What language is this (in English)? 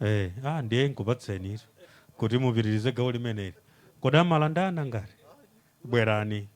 Nyanja